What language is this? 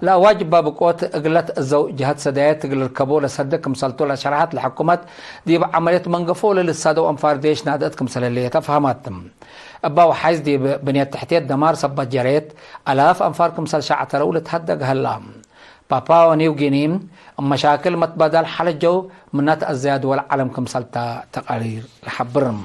Tigre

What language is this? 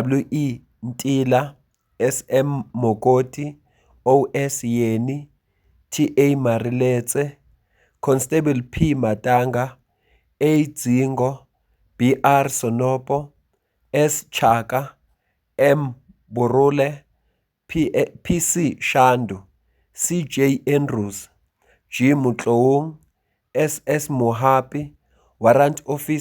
Zulu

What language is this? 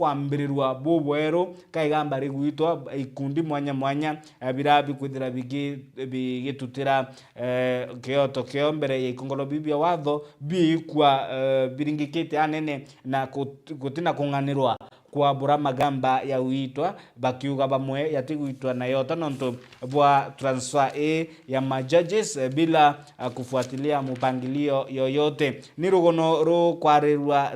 Meru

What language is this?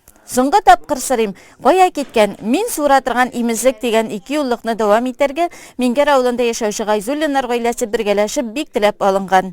Tatar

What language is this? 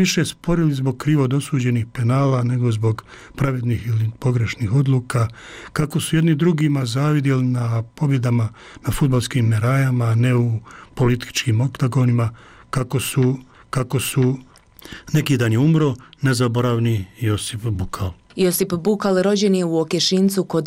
Bosnian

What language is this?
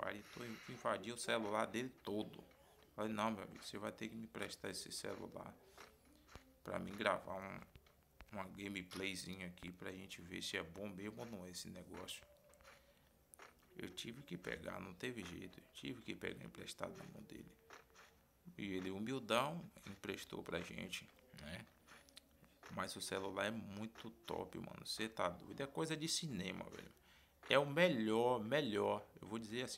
Portuguese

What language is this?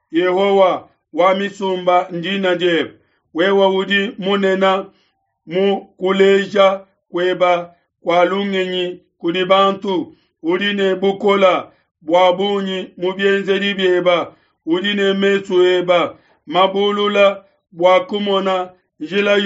Luba-Lulua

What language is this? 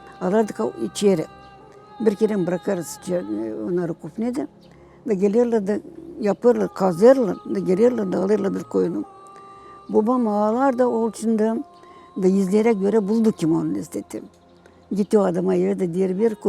Gagauz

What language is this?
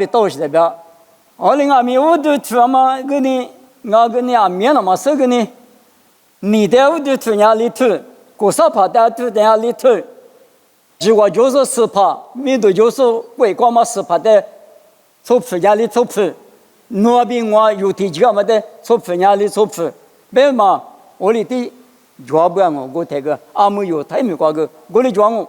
Lisu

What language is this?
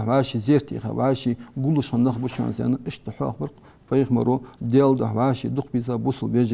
Ingush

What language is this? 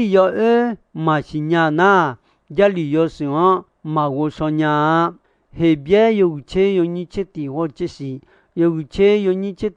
Akha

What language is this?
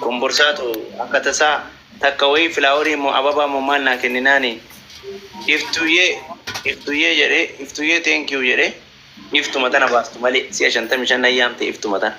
Oromo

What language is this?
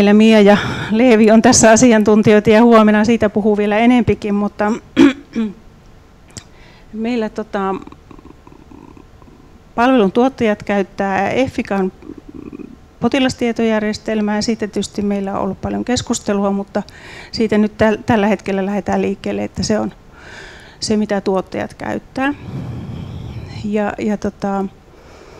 Finnish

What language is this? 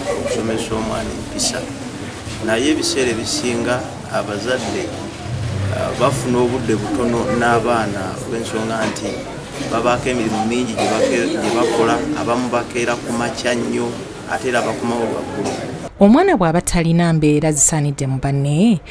Ganda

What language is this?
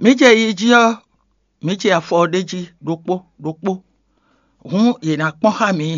Fon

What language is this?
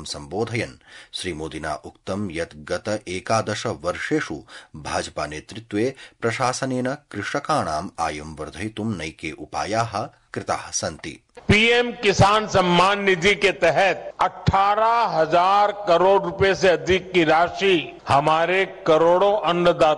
Sanskrit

